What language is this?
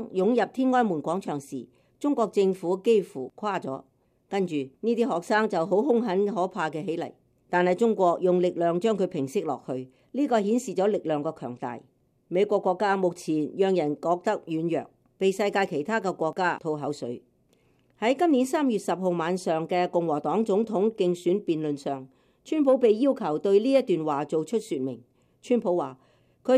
Cantonese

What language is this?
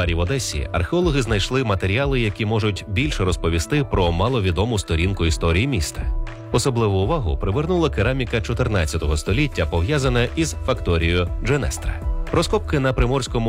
Ukrainian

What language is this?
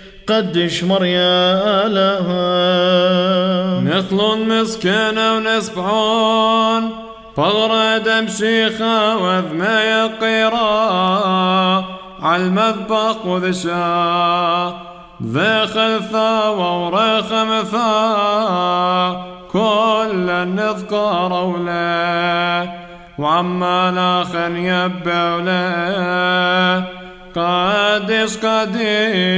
Classical Syriac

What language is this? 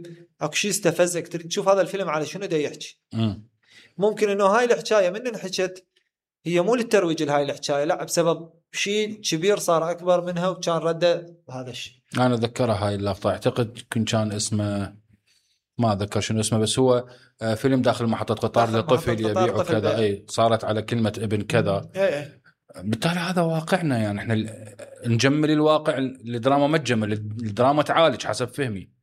Mesopotamian Arabic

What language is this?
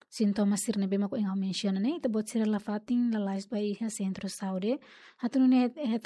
Tetum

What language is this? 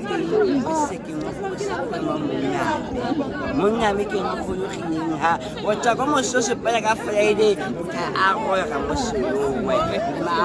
Tswana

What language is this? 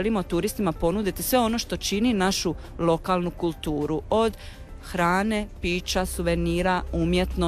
Croatian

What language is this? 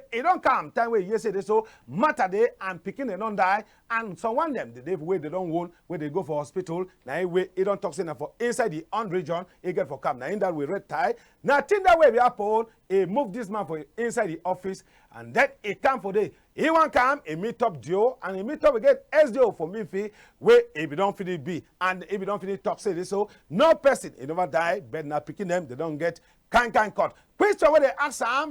Cameroon Pidgin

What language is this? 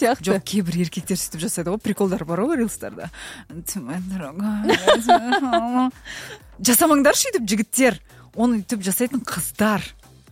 Kazakh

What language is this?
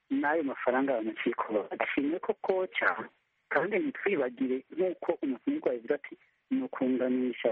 Kinyarwanda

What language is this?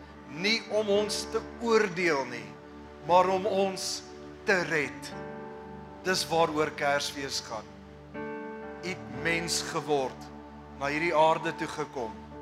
Afrikaans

